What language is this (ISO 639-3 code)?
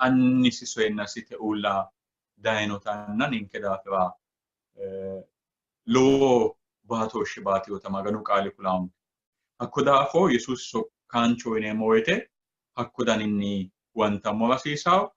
sid